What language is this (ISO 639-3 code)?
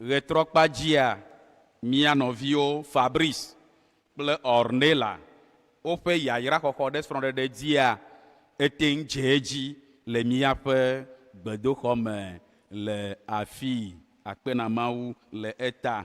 ewe